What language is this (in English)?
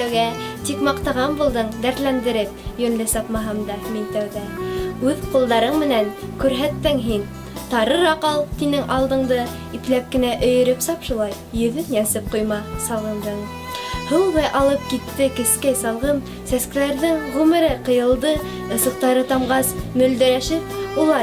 Bashkir